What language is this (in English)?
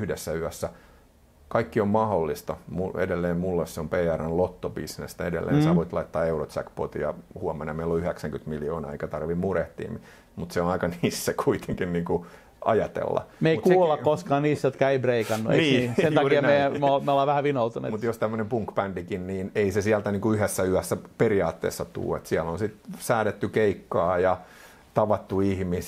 Finnish